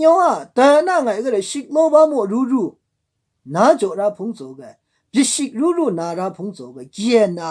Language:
Maru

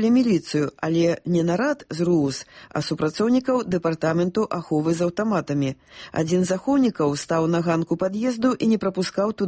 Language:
Belarusian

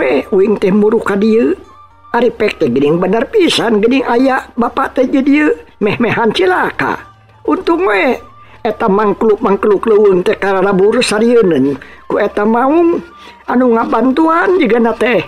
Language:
Sundanese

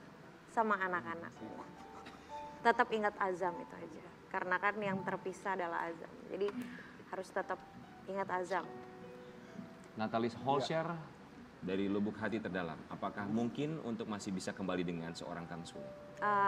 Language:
Indonesian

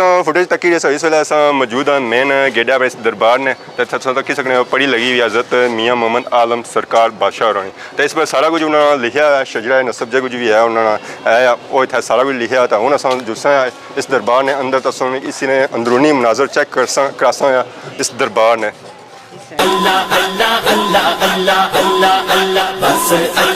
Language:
Pahari-Potwari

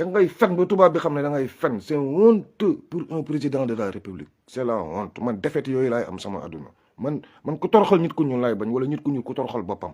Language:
Wolof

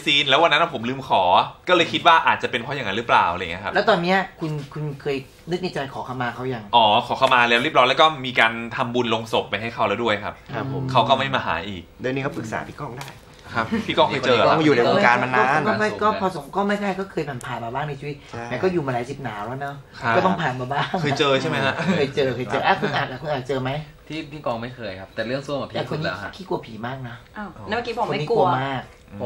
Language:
Thai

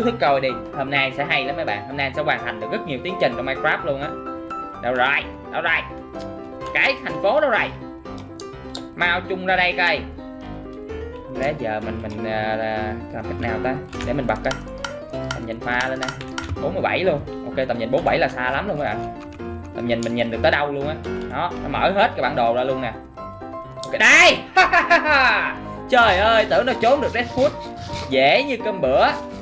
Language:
Vietnamese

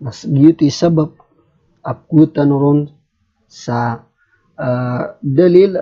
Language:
Maranao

